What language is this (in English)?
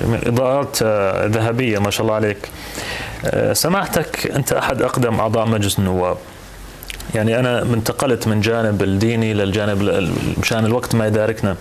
North Levantine Arabic